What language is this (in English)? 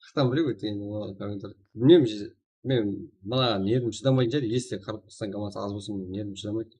Kara-Kalpak